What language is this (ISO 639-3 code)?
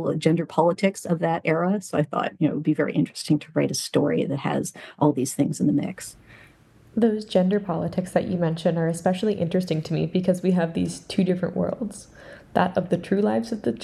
eng